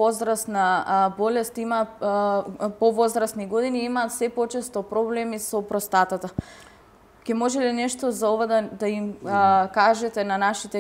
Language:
Macedonian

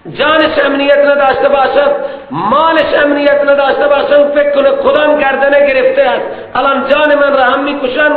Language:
Persian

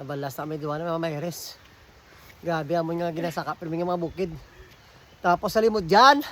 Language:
Hiligaynon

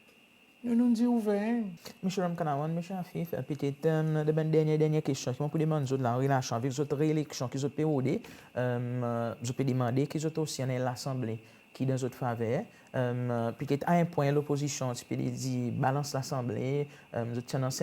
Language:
Seselwa Creole French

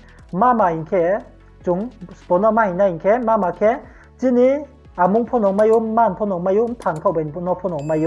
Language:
Riang (India)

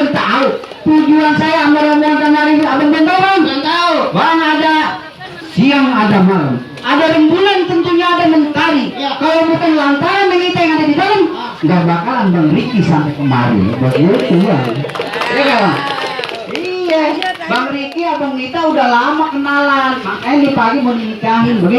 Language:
Betawi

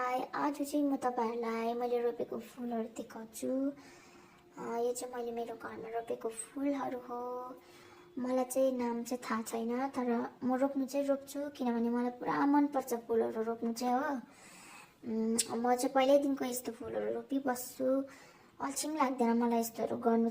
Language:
Nepali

